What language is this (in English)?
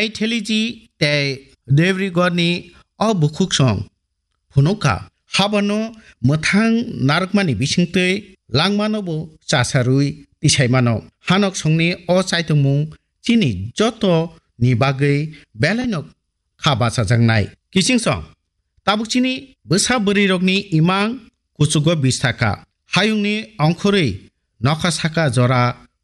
Kok Borok